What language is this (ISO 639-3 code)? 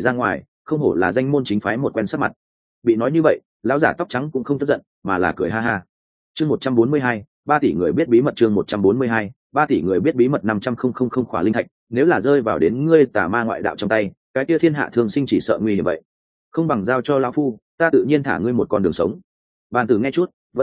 vie